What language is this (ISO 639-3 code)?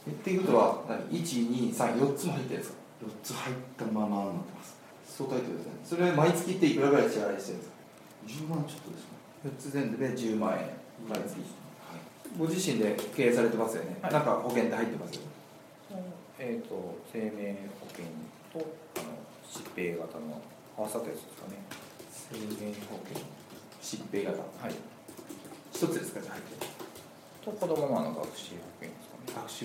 jpn